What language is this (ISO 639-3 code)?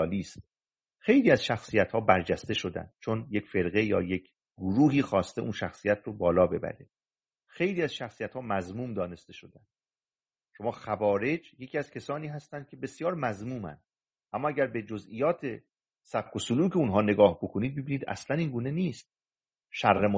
fas